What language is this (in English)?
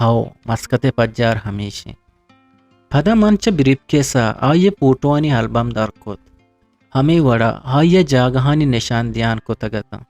Eastern Balochi